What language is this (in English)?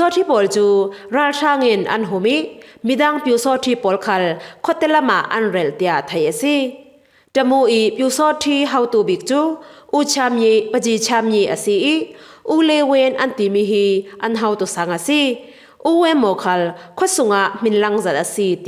Falam Chin